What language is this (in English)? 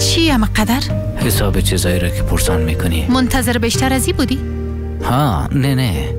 Persian